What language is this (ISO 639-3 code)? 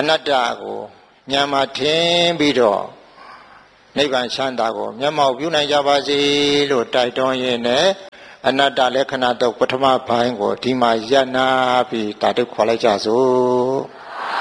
mya